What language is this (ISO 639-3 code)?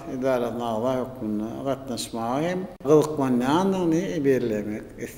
tuk